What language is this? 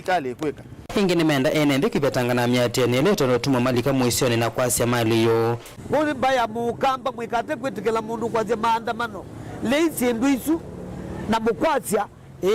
Kamba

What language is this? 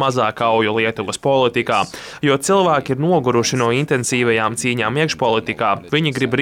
Latvian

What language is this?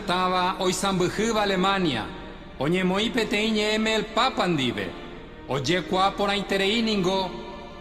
Guarani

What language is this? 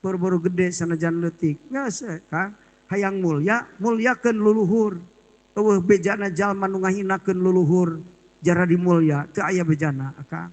Sundanese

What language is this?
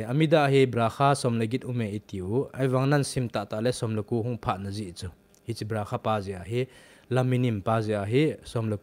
Thado Chin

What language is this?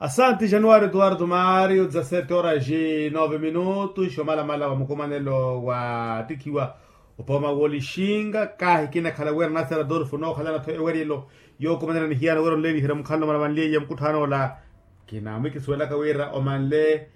Makhuwa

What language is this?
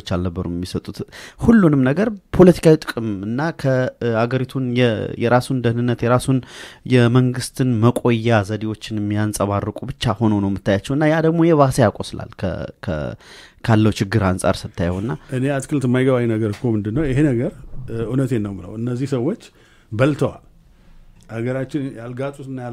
Amharic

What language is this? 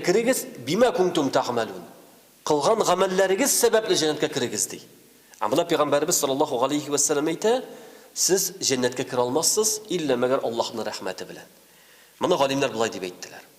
Tatar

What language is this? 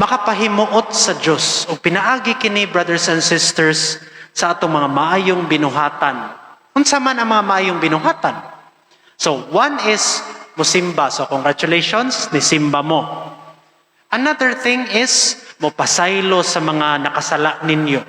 Cebuano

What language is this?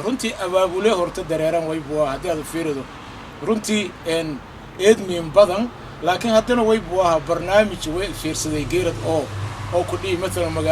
Somali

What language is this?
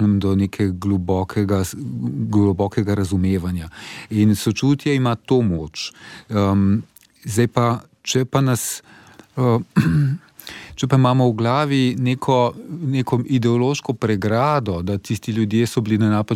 Slovenian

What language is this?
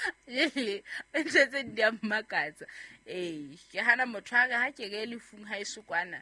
Southern Sotho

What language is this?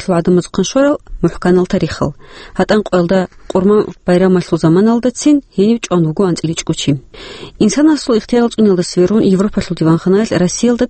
Avaric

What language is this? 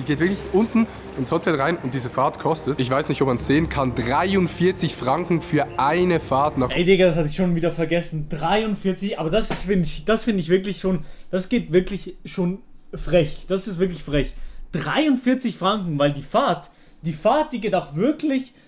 Swiss German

